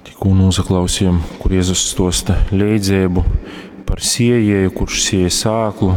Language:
Latgalian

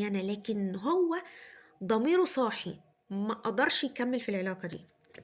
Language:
Egyptian Arabic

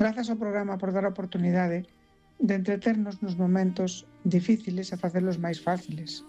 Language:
Galician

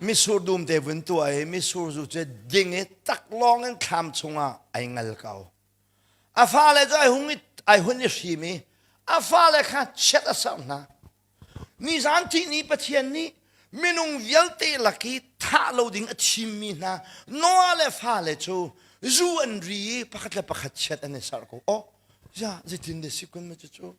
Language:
Hakha Chin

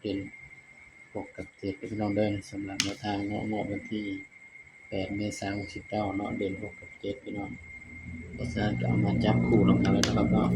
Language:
Northeastern Thai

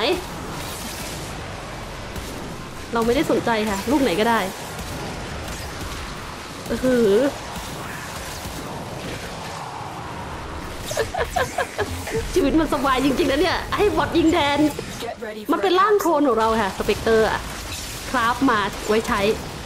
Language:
Thai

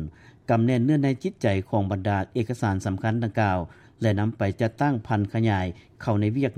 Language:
Lao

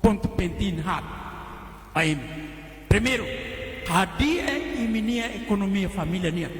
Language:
Tetum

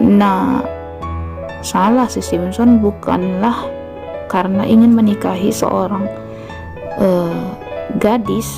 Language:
Batak Simalungun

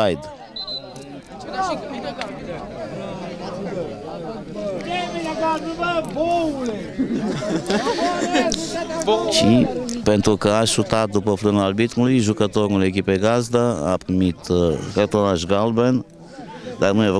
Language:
Romanian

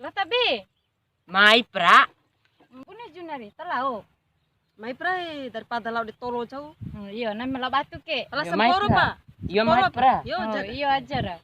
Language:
Bima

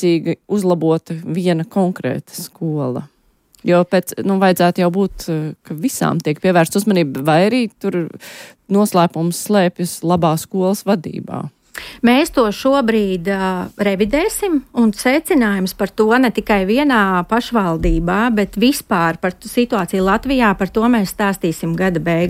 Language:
Latvian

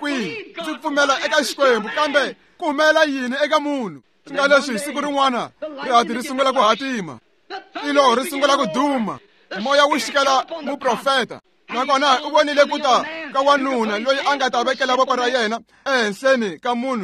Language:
Tsonga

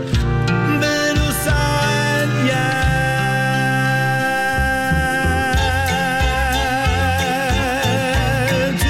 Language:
Danish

